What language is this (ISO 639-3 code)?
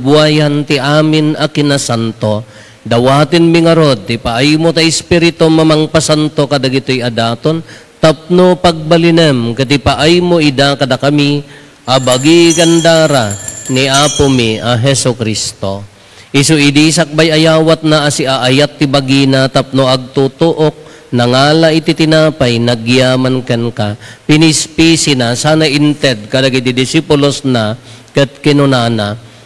ilo